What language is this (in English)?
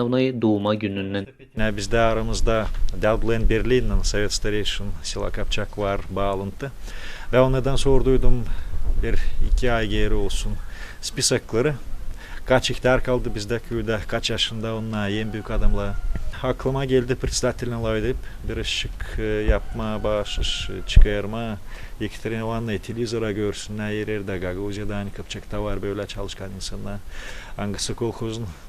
Gagauz